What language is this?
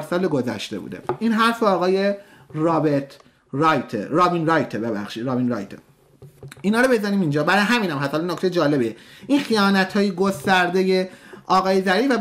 Persian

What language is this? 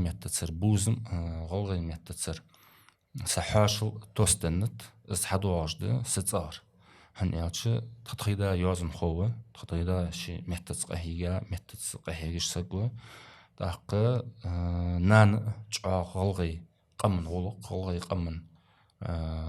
Ingush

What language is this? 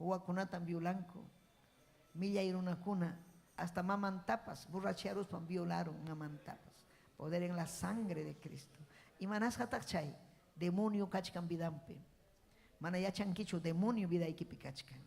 Ayacucho Quechua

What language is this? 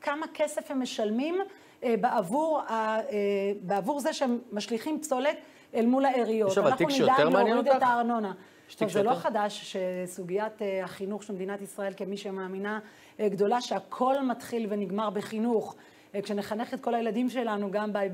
Hebrew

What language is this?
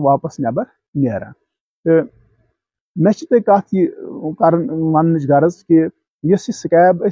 Kashmiri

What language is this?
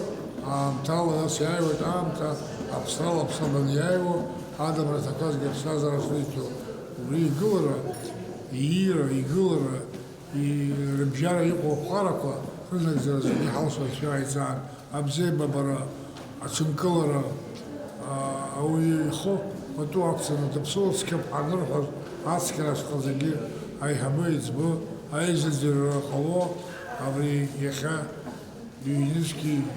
Abkhazian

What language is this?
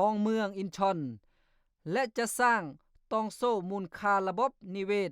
Lao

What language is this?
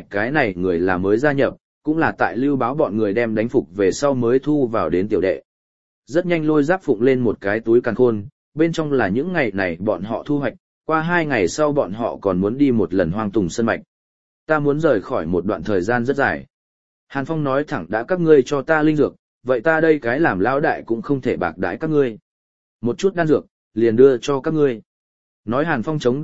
Vietnamese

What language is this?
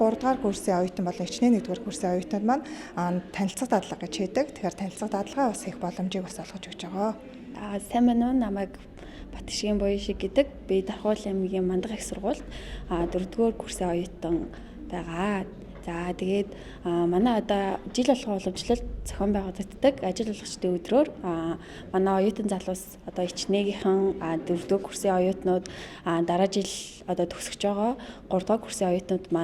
Mongolian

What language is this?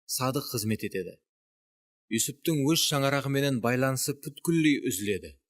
Kara-Kalpak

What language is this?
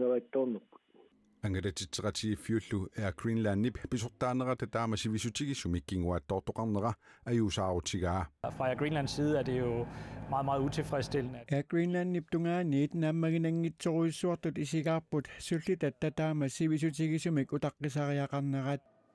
Kalaallisut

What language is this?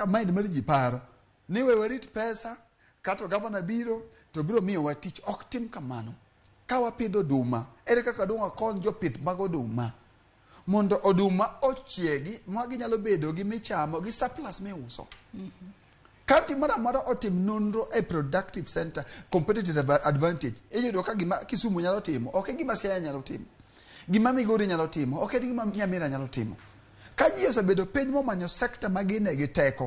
Luo (Kenya and Tanzania)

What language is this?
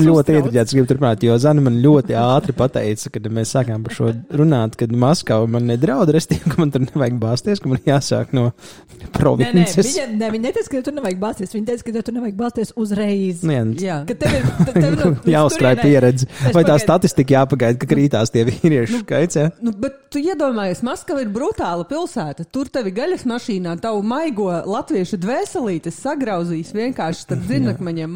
Latvian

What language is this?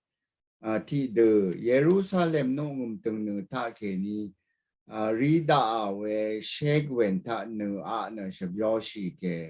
Rawang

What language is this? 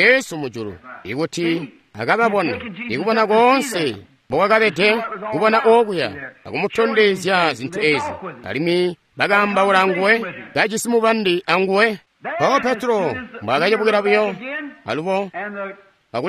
Tonga (Zambia)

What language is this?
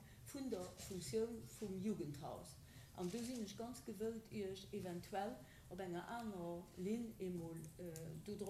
Luxembourgish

